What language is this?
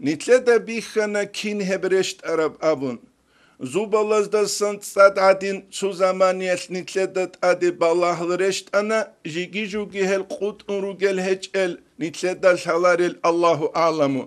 Avaric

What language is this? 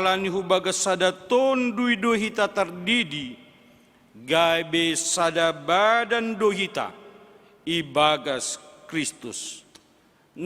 Batak Simalungun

